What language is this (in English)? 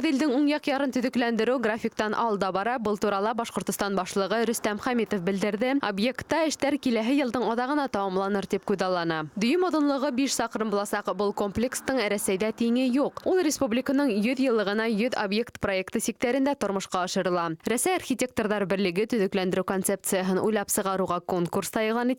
Bashkir